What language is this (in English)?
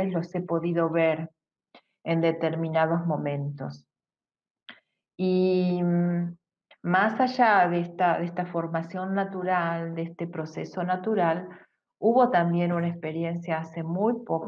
Spanish